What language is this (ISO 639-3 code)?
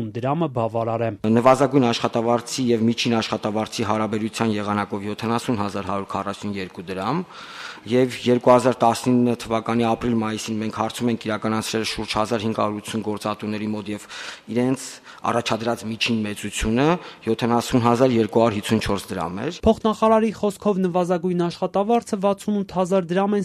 hye